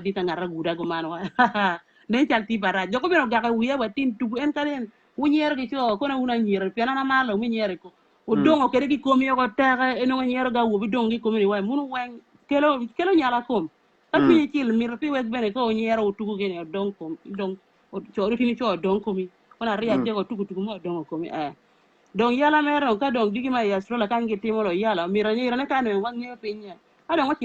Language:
Acoli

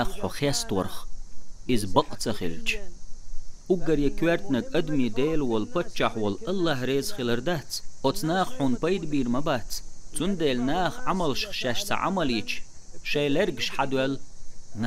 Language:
Chechen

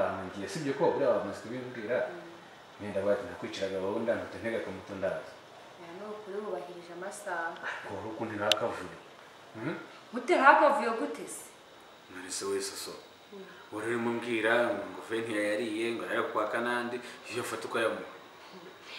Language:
Kinyarwanda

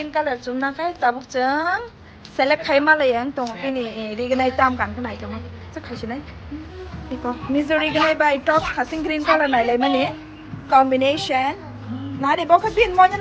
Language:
Kok Borok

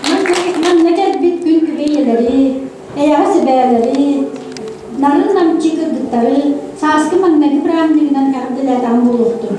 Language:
Yakut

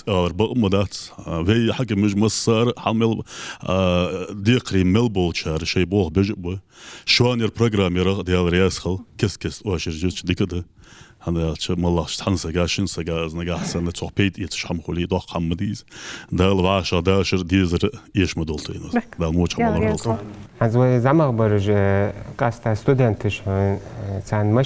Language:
Ingush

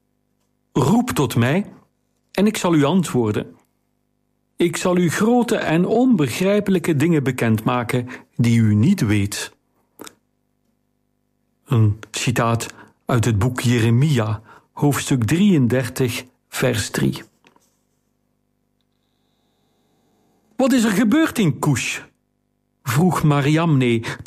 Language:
Dutch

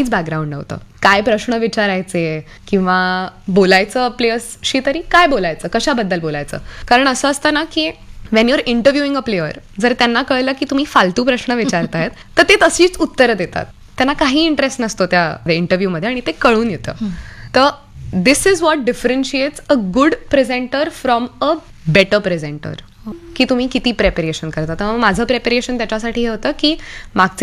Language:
Marathi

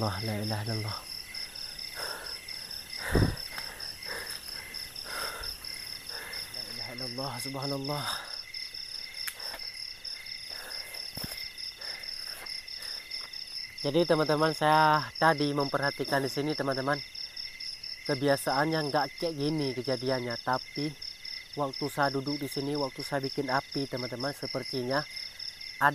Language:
Indonesian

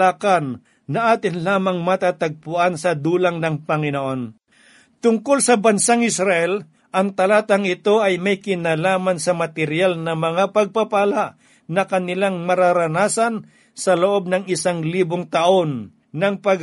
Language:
Filipino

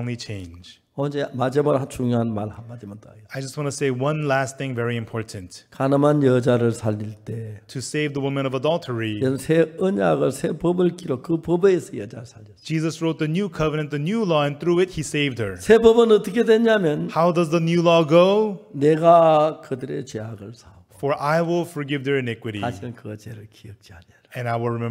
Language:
Korean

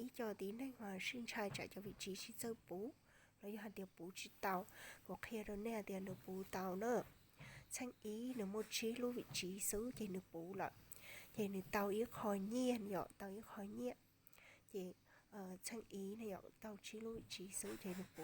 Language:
Hmong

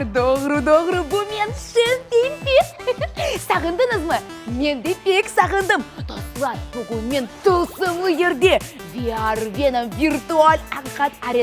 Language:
Crimean Tatar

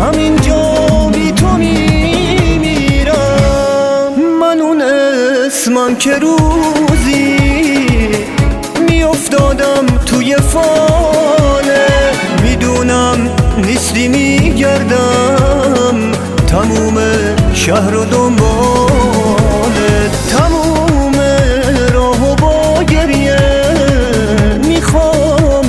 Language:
Persian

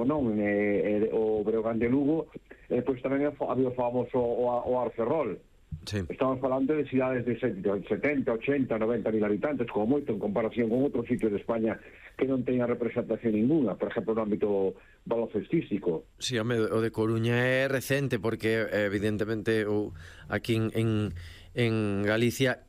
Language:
Galician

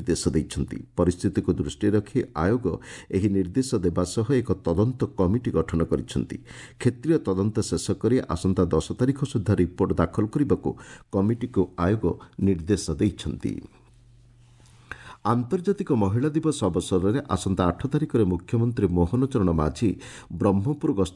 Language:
Odia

